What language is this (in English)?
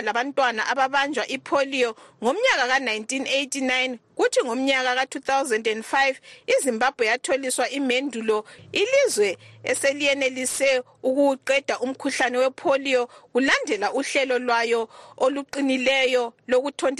North Ndebele